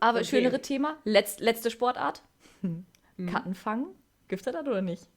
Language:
Low German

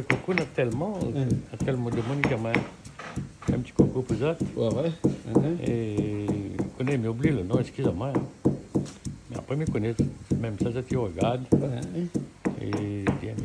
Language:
Réunion Creole French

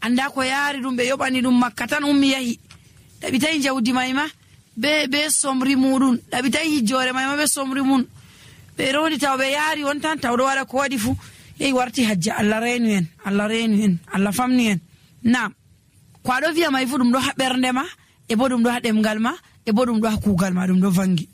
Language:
Nigerian Fulfulde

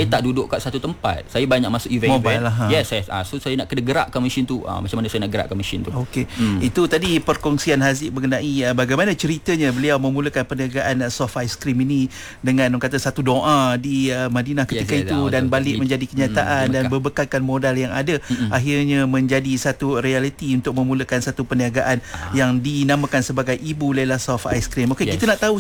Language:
Malay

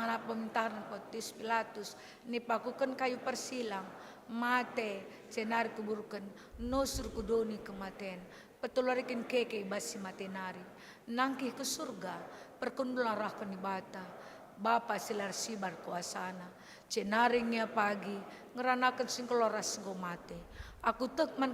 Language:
Batak Karo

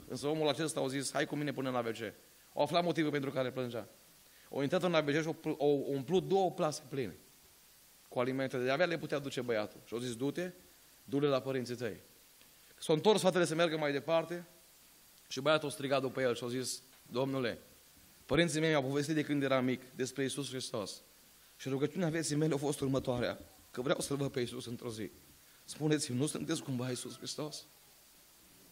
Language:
Romanian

